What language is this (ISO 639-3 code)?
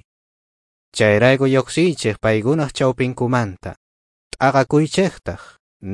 quh